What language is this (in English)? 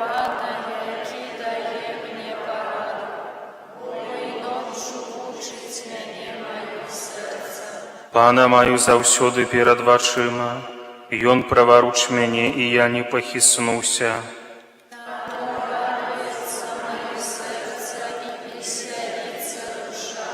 Belarusian